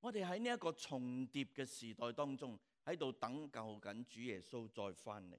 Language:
Cantonese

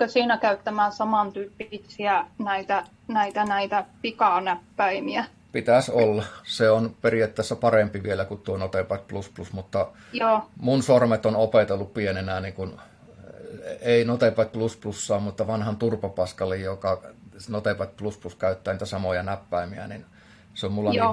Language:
Finnish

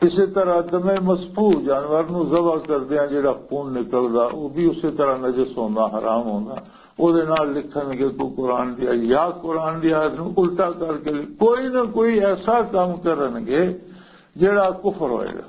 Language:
Western Panjabi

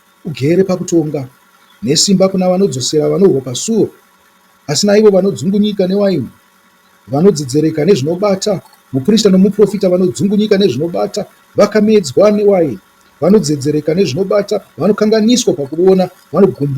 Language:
Shona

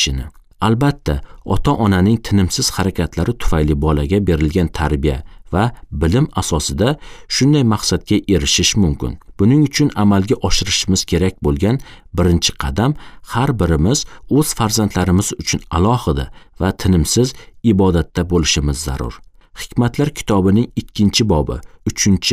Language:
Uzbek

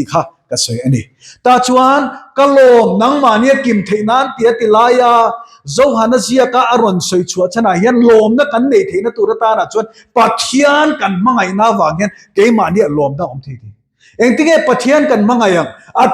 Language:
Mizo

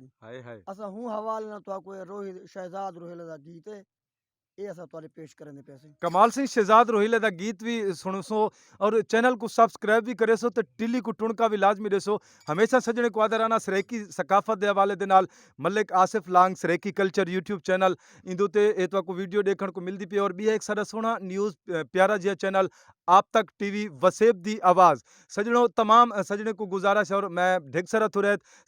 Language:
Saraiki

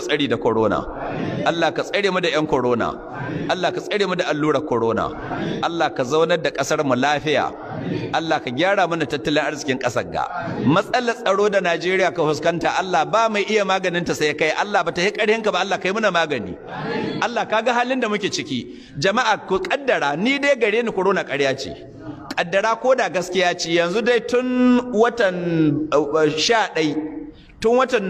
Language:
Hausa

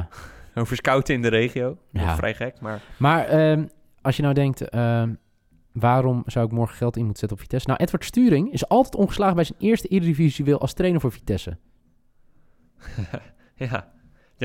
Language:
Dutch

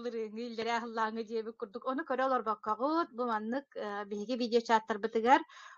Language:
Yakut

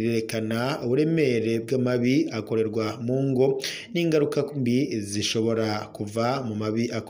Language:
Rundi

